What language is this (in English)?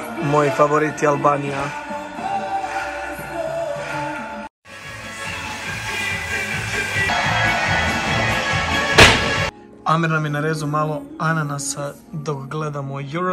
Croatian